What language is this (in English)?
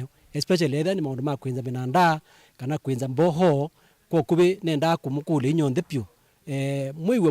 Kamba